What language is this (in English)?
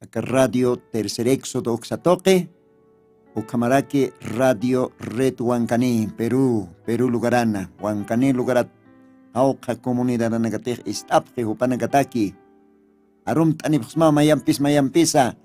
Aymara